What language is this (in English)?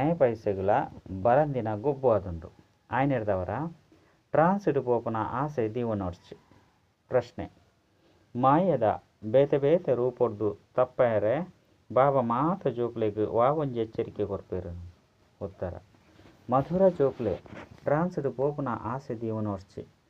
Tulu